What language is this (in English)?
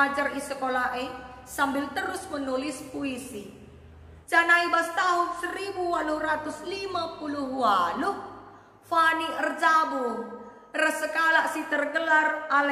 Batak Karo